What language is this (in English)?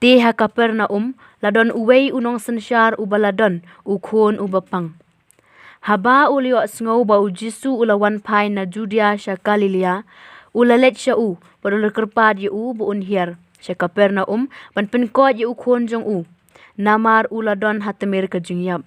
Khasi